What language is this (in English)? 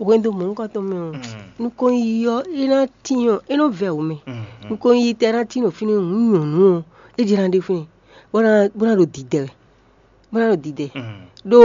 Fon